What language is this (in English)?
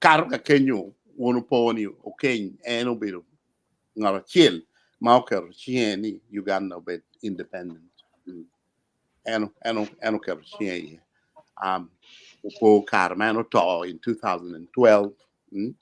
Acoli